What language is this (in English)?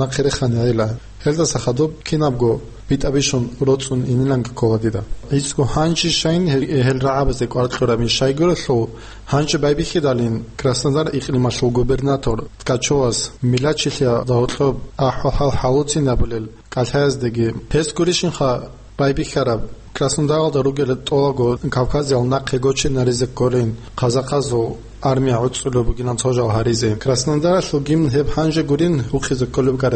Avaric